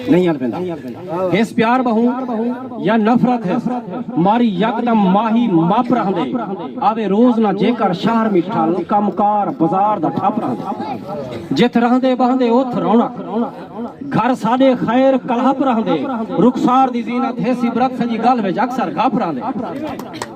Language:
Saraiki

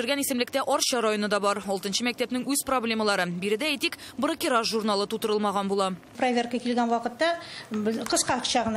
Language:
Tatar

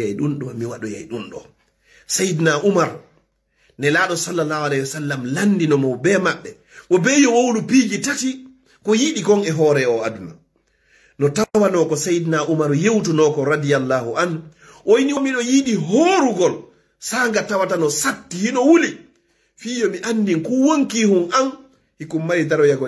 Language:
Fula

